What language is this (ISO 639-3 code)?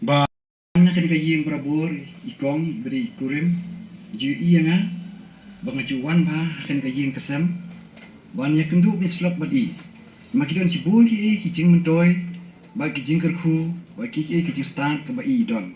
kha